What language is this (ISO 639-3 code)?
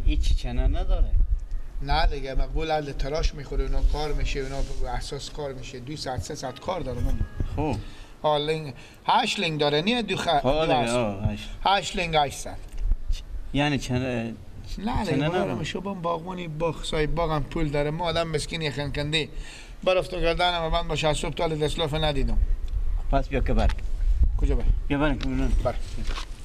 fas